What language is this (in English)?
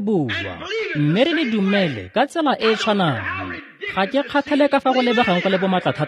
Tswana